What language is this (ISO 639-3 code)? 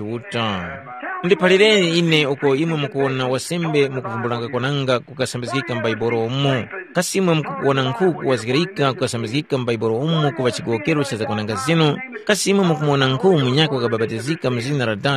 tum